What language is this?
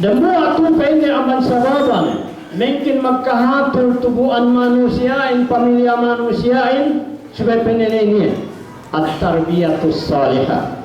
Yakan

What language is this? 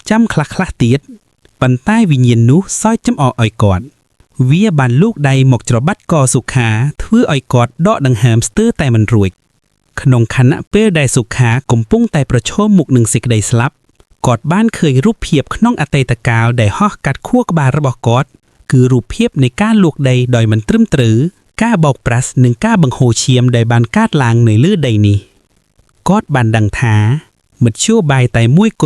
Khmer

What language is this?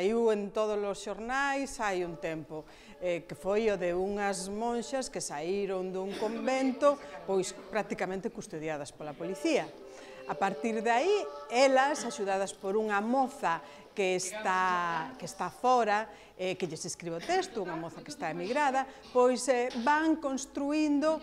Galician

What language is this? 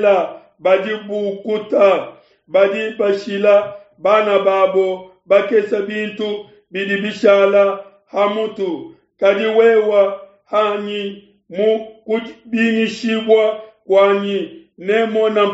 Luba-Lulua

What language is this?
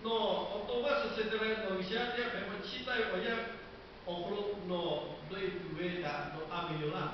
Lahu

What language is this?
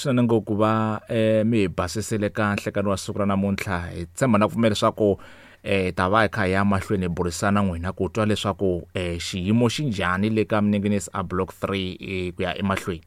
Tsonga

